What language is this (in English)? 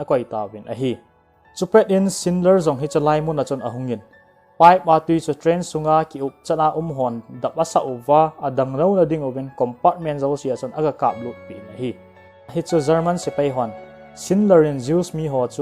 Thado Chin